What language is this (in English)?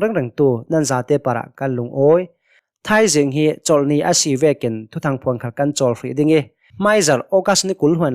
Hakha Chin